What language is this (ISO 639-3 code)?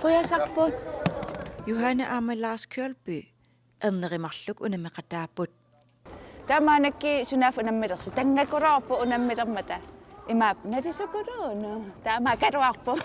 kal